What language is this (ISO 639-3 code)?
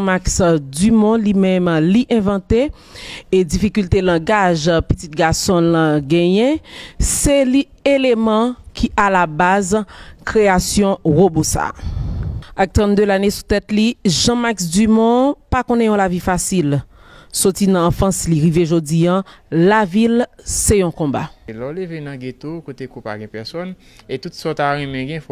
hat